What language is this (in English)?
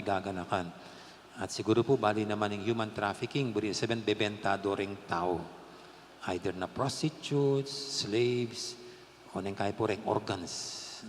Pampanga